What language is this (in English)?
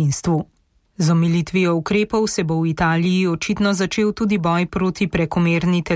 Slovenian